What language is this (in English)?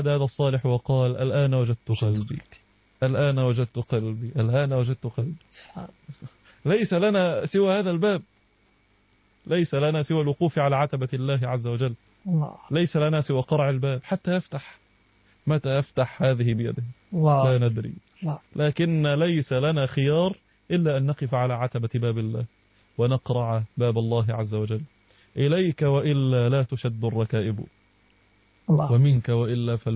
Arabic